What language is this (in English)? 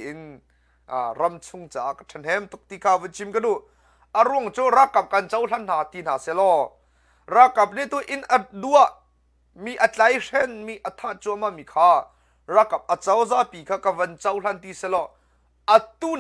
Hakha Chin